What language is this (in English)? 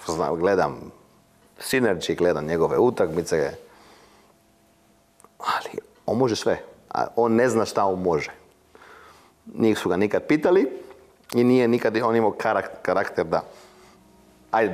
Croatian